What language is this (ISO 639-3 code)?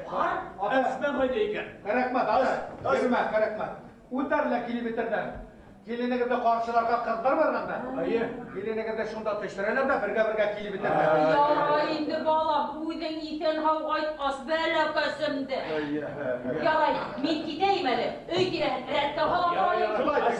bak